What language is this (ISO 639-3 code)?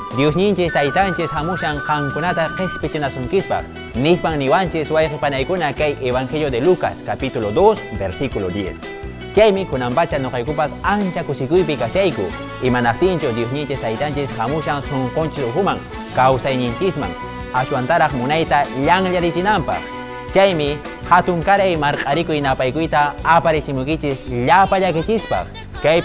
que